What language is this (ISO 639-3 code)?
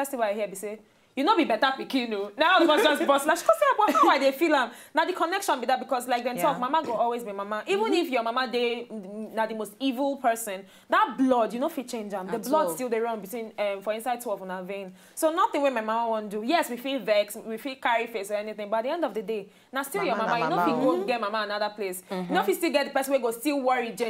pcm